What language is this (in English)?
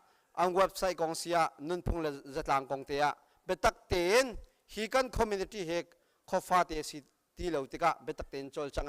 Hakha Chin